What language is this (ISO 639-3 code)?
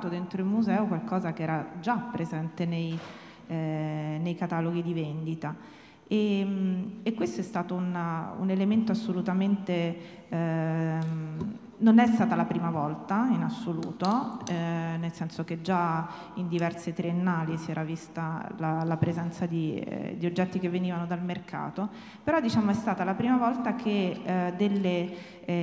ita